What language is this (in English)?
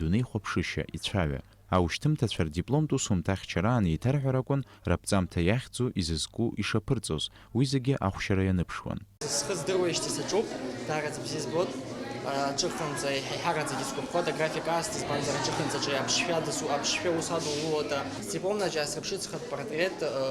Abkhazian